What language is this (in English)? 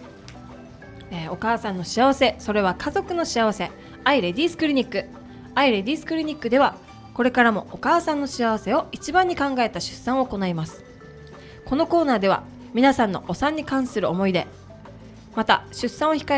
Japanese